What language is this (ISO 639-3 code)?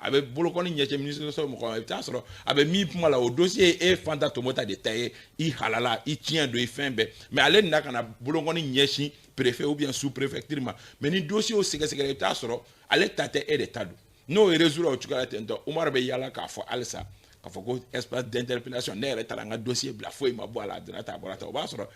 bam